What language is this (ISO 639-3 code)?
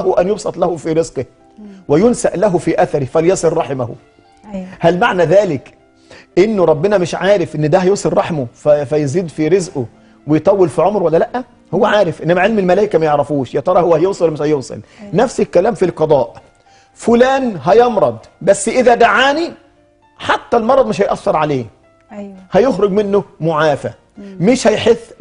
arz